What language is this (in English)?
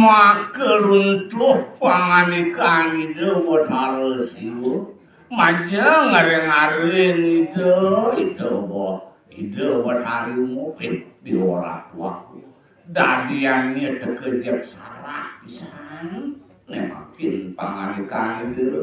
Balinese